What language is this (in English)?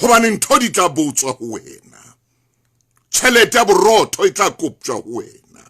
Southern Sotho